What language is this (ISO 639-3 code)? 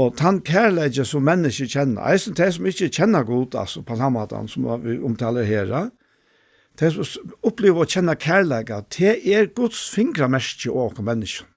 fao